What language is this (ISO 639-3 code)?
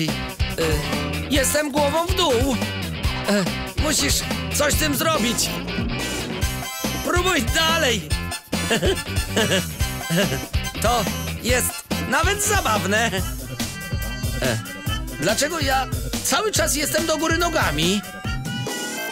pol